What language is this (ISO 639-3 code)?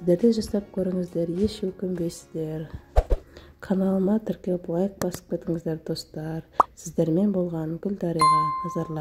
kaz